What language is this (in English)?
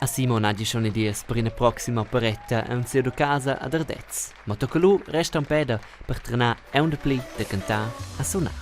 Romansh